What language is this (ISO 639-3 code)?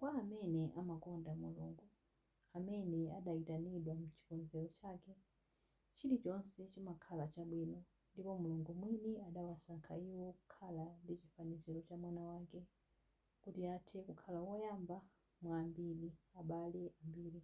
nya